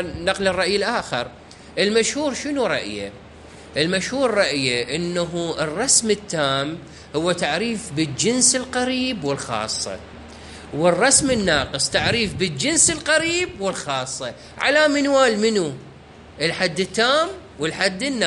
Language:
Mesopotamian Arabic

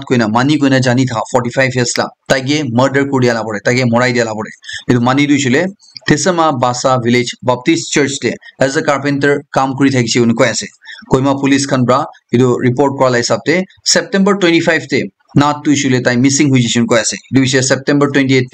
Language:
Naga Pidgin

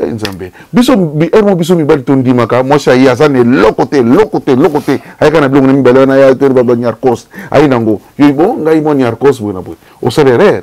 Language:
Lingala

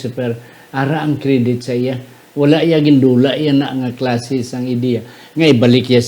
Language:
Hiligaynon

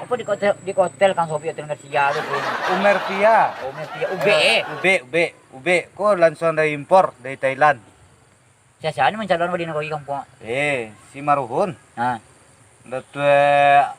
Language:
Minangkabau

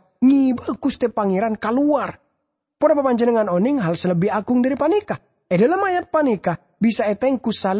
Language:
Madurese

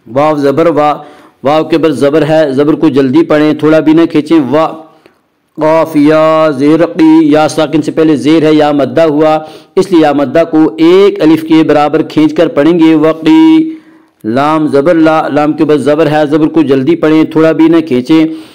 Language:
Urdu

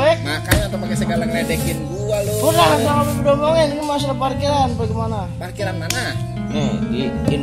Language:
Betawi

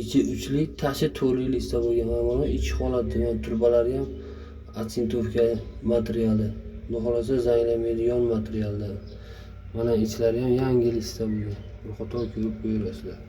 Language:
Uzbek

